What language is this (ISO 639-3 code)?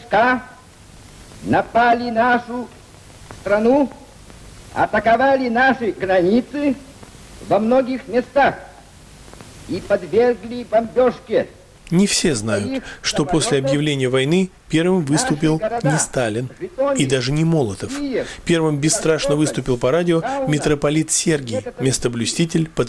rus